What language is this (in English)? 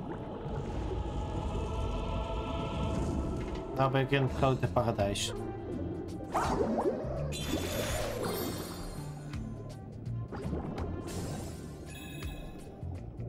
Dutch